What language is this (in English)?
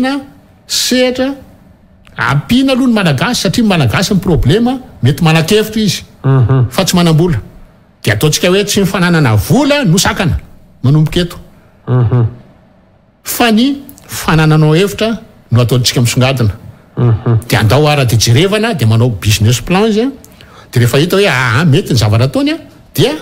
Malagasy